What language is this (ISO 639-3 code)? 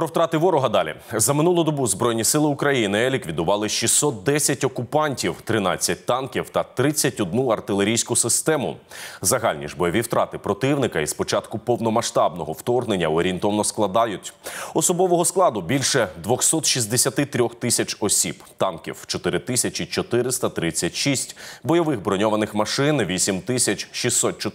ukr